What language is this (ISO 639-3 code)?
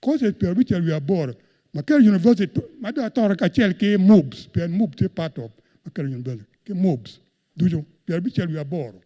ach